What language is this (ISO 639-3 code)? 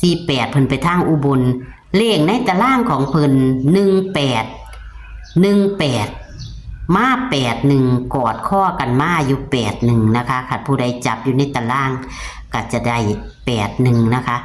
tts